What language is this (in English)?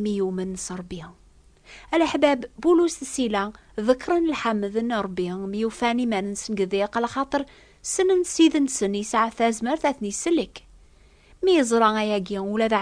Kabyle